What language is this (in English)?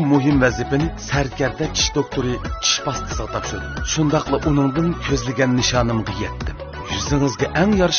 Uyghur